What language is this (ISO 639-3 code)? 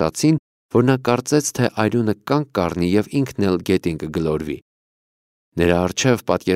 hye